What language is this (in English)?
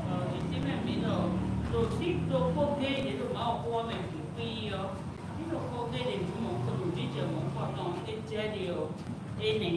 Fon